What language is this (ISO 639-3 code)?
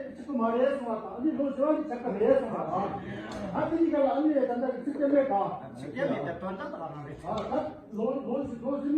bod